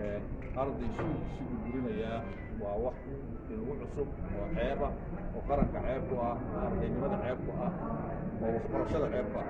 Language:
Somali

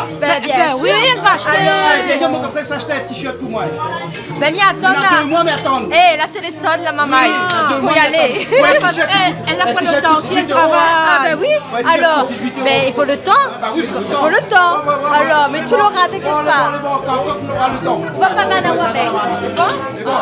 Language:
Réunion Creole French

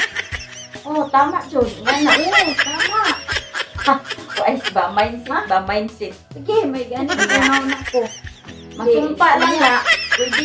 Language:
Cebuano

